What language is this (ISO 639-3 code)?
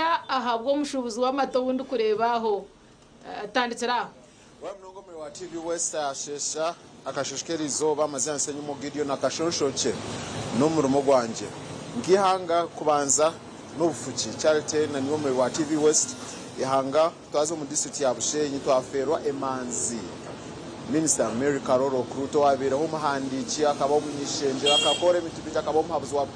nyn